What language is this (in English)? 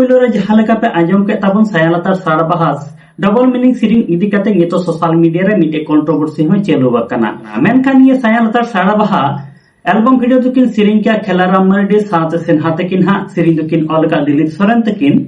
Santali